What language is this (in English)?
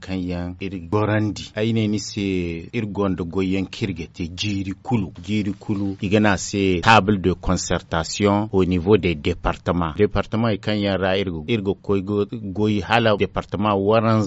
Zarma